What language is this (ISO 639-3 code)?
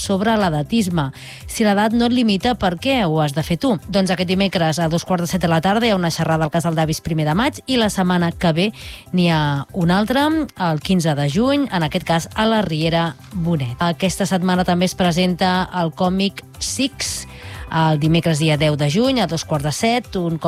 cat